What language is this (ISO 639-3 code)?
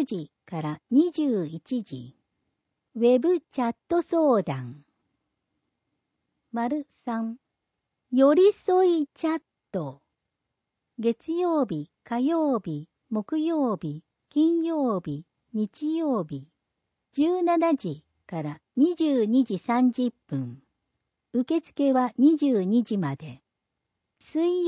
jpn